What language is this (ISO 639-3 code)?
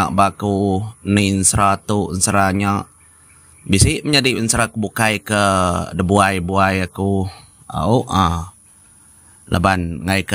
iba